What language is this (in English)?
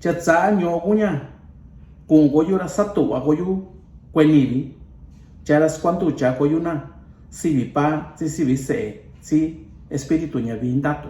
Mixtepec Mixtec